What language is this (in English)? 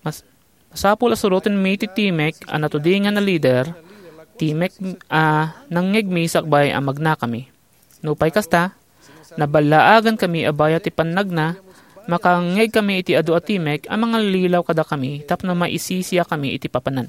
Iloko